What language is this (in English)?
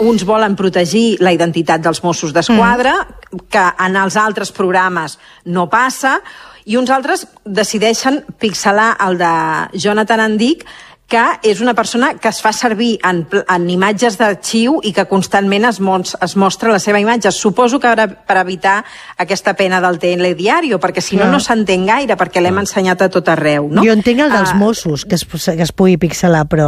Catalan